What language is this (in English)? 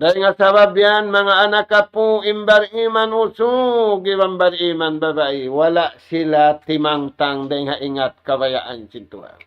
Tausug